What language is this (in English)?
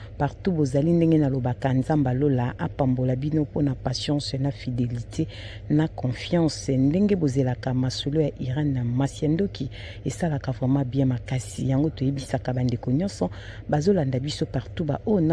Lingala